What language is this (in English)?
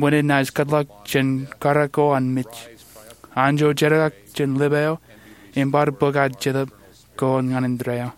Marshallese